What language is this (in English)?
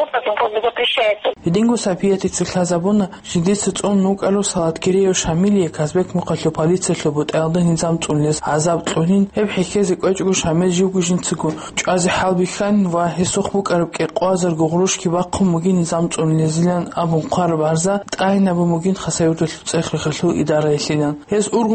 Avaric